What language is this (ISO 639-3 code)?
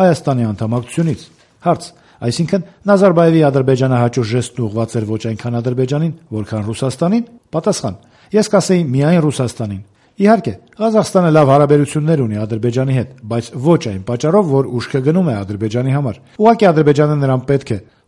hye